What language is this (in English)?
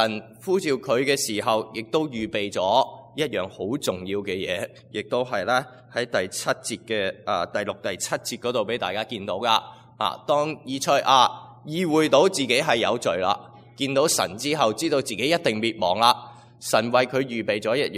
Cantonese